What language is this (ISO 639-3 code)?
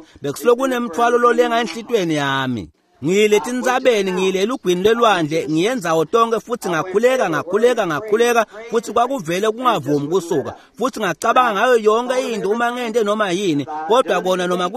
ssw